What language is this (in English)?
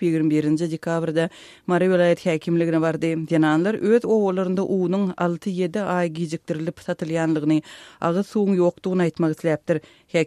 Turkmen